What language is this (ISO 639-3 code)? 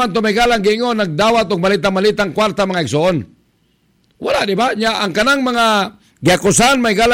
ceb